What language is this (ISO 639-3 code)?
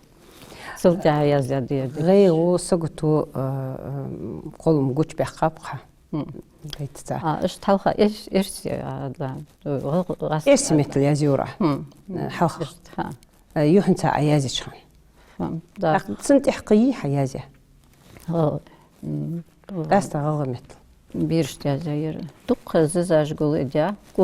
inh